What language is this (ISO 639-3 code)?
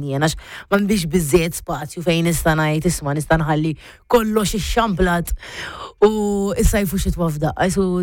mlt